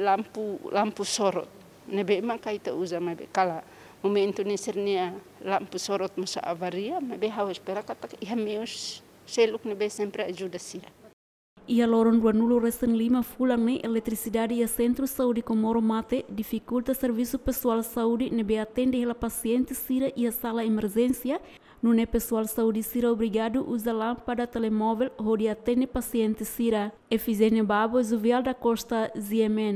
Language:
Tetum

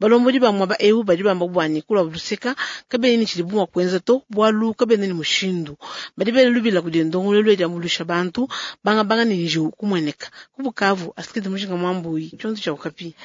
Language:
Luba-Lulua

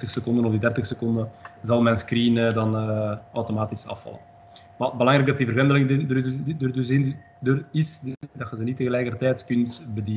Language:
Dutch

